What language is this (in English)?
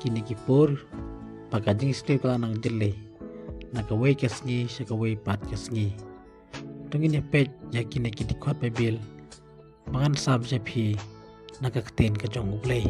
Khasi